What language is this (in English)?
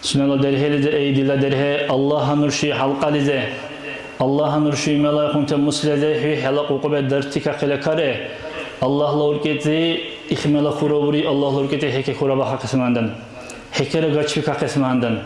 Dargwa